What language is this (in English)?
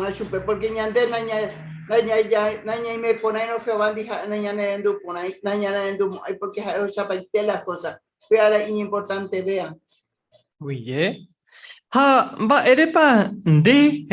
Guarani